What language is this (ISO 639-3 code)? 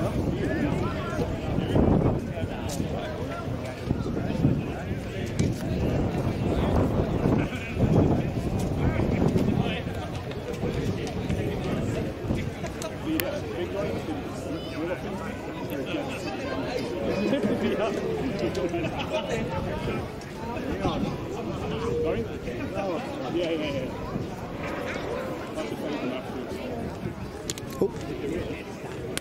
eng